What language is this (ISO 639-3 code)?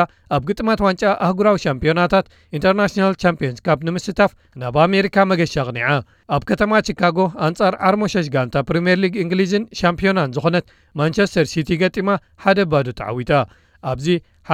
tir